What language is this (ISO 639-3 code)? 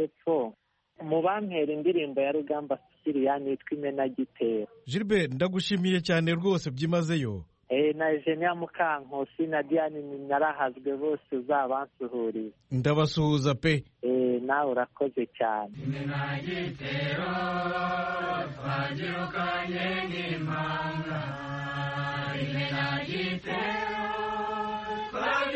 kin